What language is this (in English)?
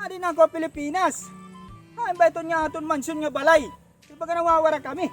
Waray